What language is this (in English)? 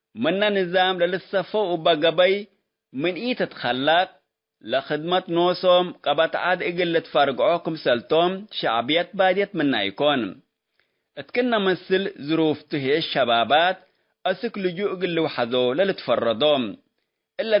Tigre